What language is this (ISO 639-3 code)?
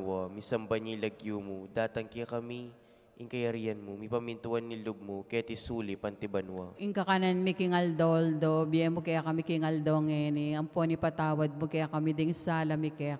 pam